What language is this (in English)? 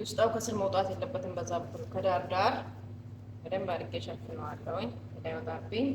Amharic